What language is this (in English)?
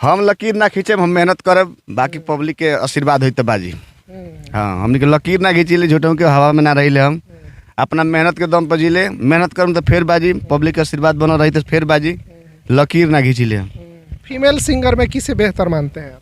Bhojpuri